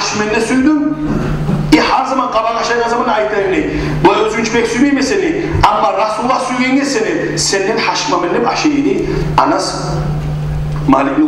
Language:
Kumyk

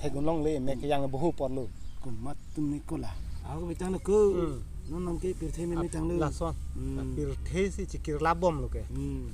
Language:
Karbi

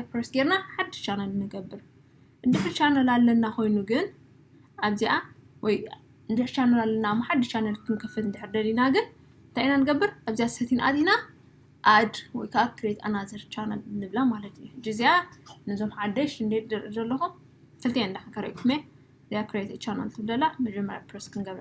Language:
Tigrinya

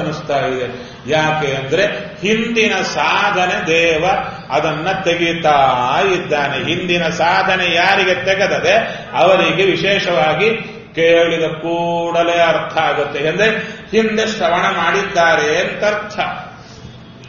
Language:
Kannada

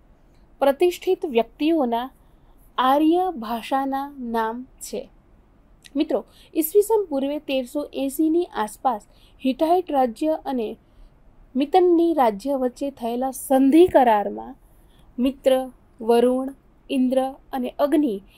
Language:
Gujarati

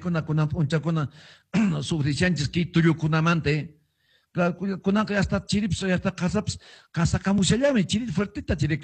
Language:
Quechua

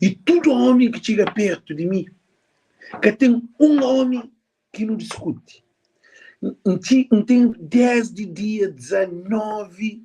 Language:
Kabuverdianu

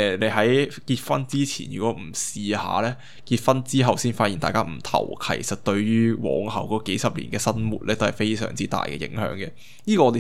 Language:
Cantonese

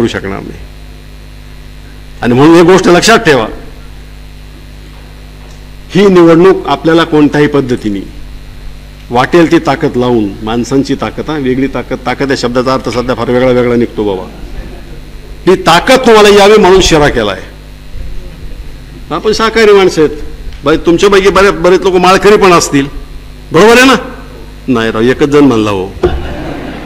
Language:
Marathi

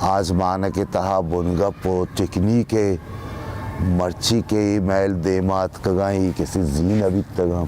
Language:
Baluchi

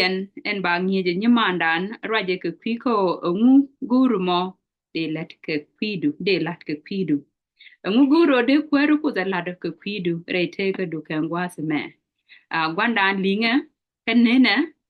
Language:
Nuer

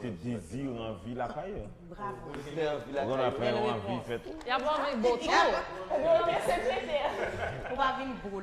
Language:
Haitian Creole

